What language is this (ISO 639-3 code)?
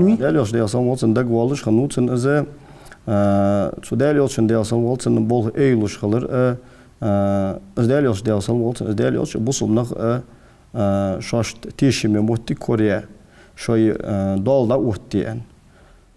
inh